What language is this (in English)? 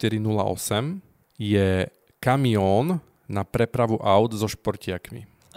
Slovak